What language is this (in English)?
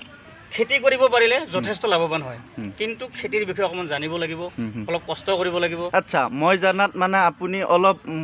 Assamese